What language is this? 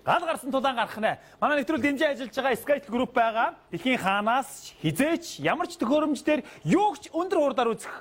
Mongolian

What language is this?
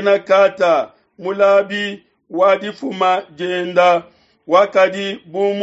Luba-Lulua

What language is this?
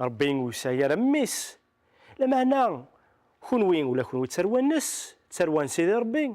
Kabyle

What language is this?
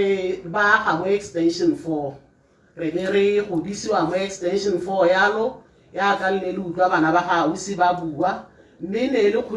Tswana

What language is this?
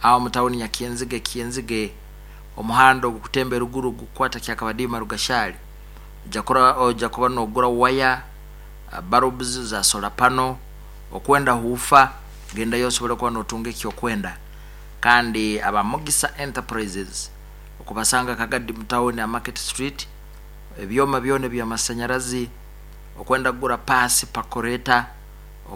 Nyankole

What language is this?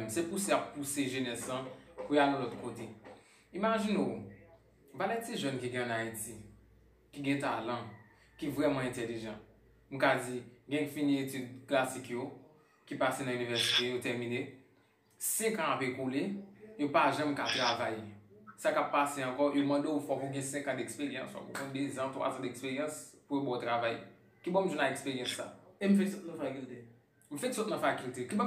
Haitian Creole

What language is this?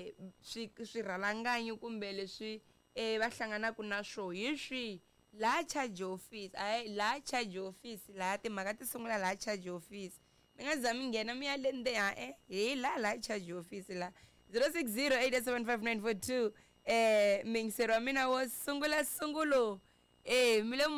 Tsonga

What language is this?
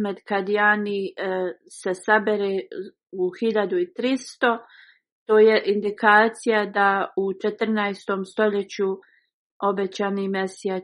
Bosnian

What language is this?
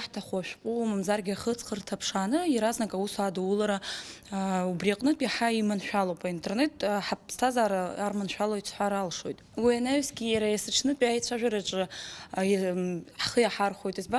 Abkhazian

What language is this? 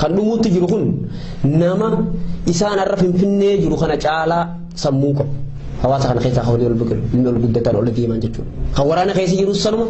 Oromo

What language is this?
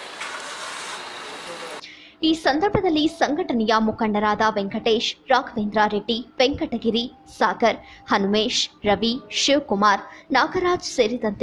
Kannada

